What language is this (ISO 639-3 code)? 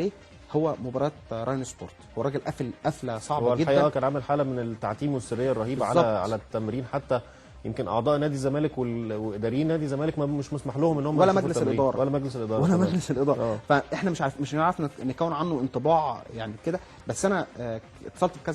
arz